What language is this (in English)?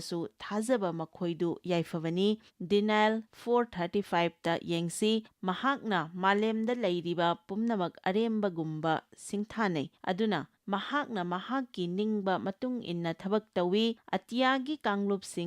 Manipuri